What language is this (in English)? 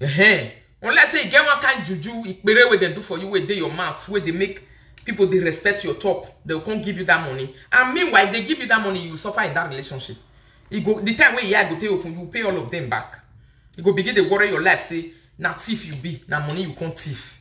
Nigerian Pidgin